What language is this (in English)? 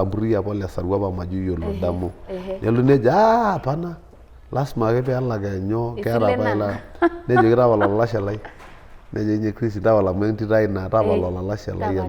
Masai